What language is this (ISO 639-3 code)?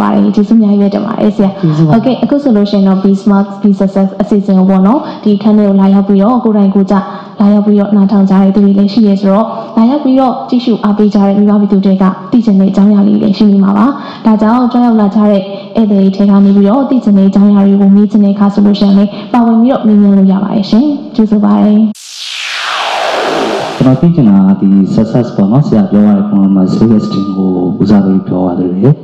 mya